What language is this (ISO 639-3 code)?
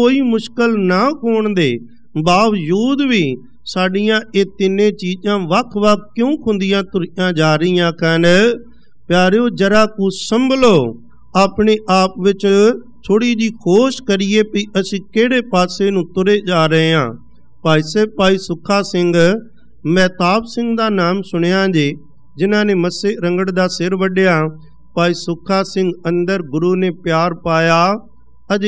pan